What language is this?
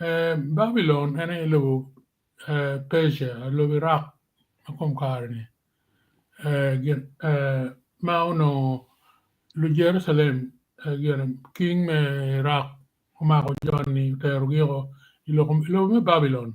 Acoli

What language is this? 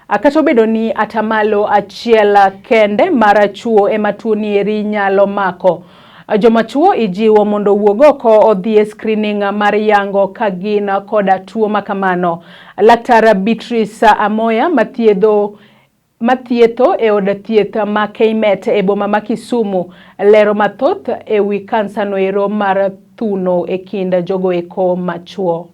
Luo (Kenya and Tanzania)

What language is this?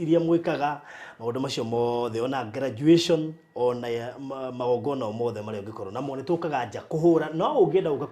Kikuyu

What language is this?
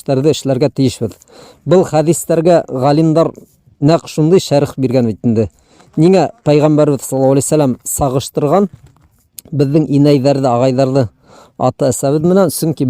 Bashkir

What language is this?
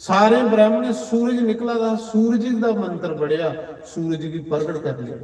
Dogri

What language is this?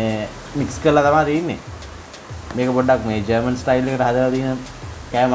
Sinhala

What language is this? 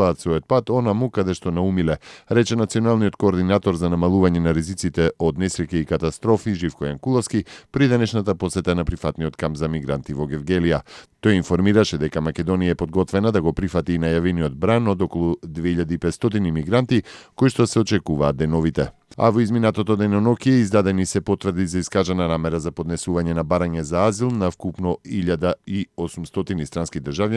Macedonian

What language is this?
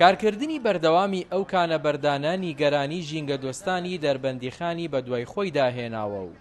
Central Kurdish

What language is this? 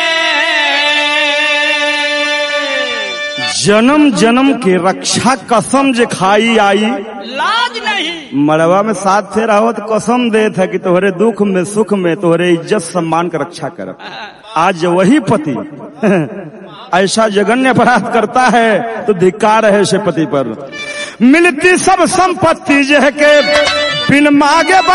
Bhojpuri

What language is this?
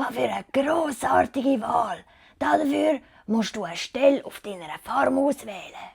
Swiss German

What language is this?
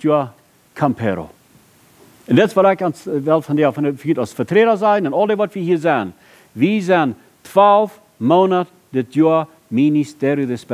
Plautdietsch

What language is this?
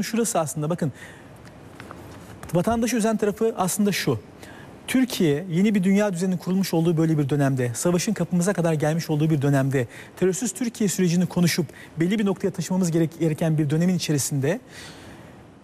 Turkish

